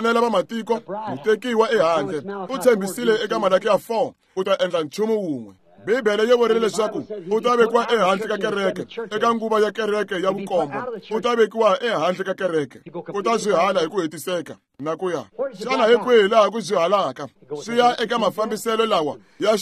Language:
Tsonga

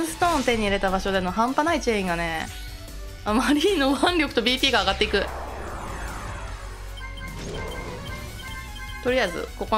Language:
Japanese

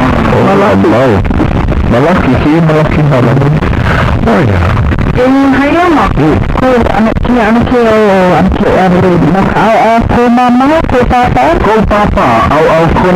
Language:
Hawaiian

